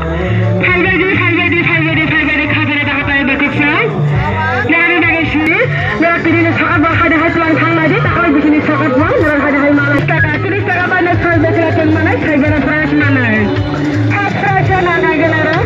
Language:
Kok Borok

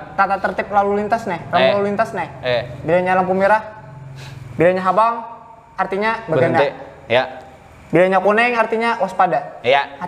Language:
Banjar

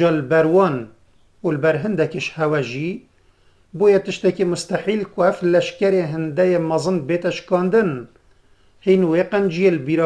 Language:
Kurdish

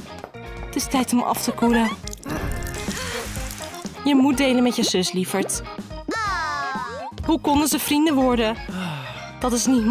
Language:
Dutch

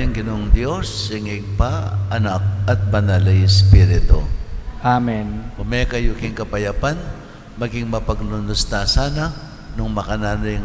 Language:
Pampanga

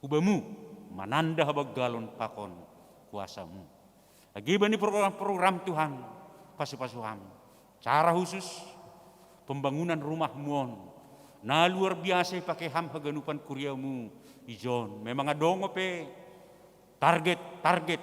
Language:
Batak Simalungun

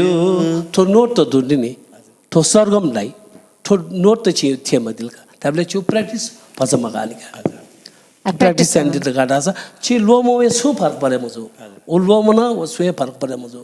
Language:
Newari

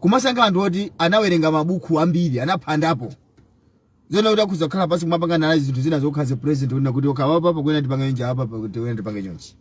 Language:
Nyanja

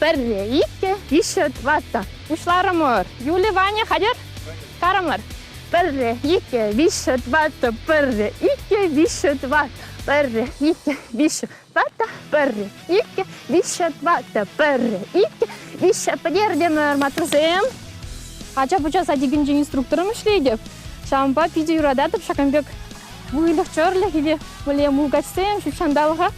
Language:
Chuvash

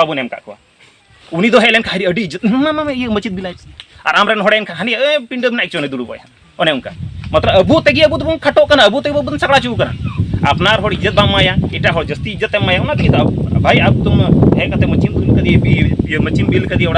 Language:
Santali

